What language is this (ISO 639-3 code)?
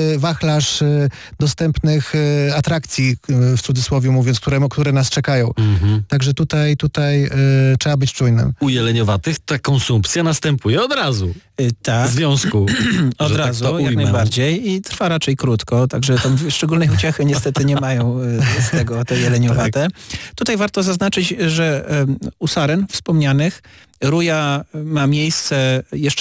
pol